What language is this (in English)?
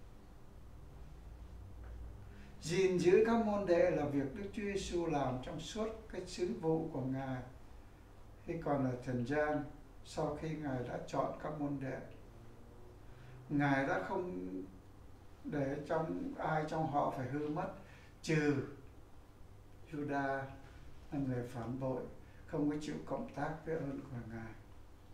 Vietnamese